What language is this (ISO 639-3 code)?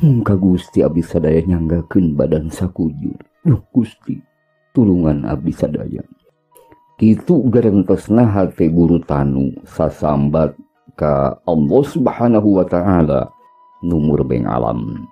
sun